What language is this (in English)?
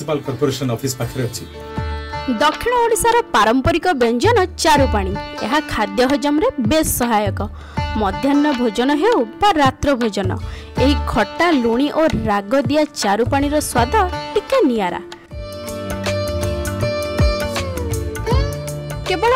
Odia